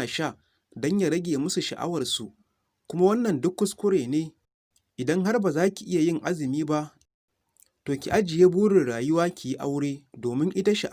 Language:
Hausa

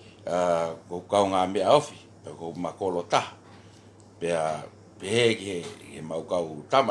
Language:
Tongan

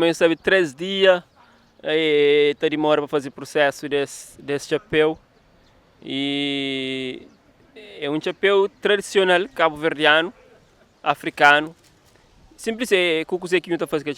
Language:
Kabuverdianu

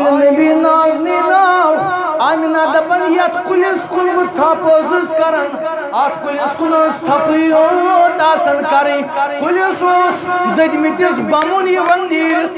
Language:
Kashmiri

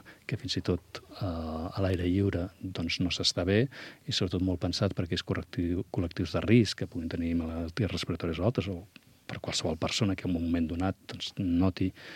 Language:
Catalan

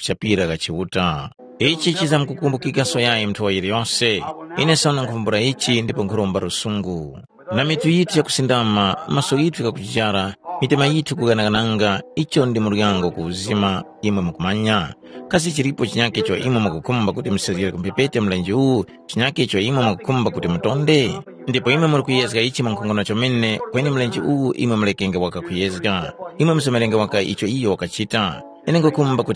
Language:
Tumbuka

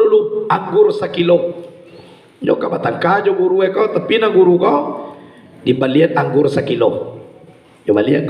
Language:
Minangkabau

